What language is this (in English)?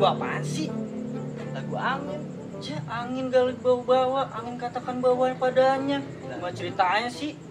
Betawi